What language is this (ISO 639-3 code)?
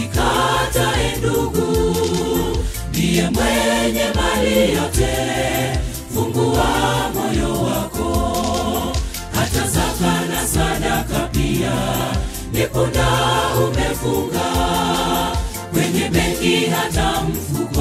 swa